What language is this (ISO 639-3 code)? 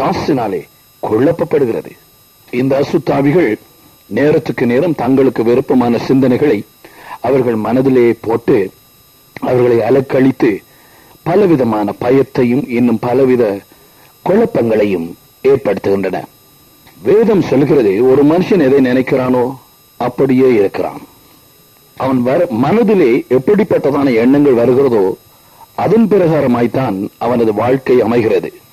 tam